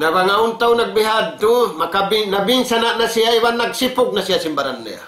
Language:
Tausug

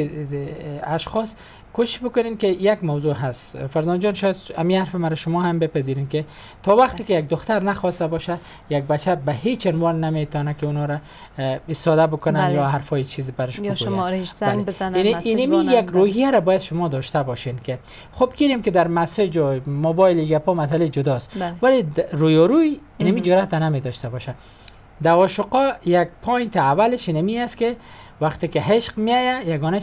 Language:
Persian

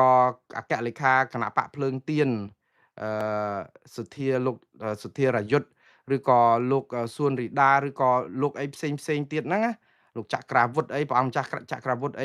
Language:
Khmer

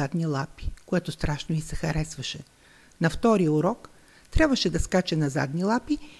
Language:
Bulgarian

